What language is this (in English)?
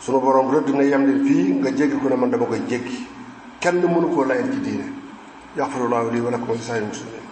Wolof